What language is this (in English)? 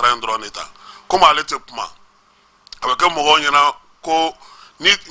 Bambara